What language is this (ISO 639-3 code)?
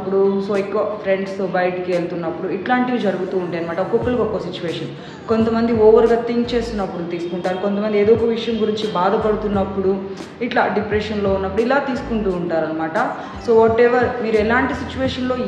tel